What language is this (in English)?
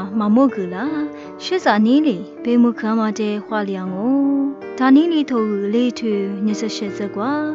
Lisu